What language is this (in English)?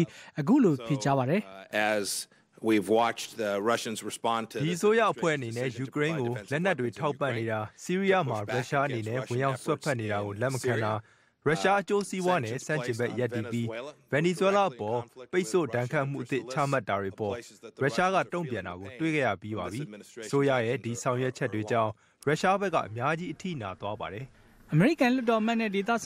Burmese